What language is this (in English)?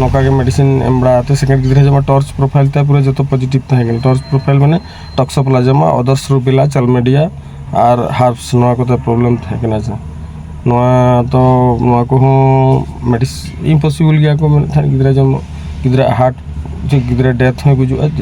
Santali